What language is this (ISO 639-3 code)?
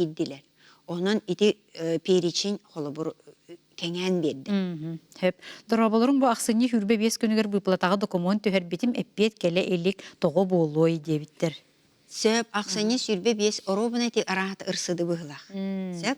sah